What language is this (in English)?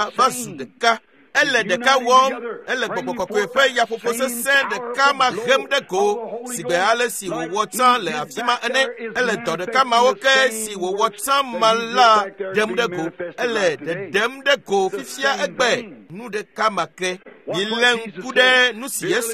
Ewe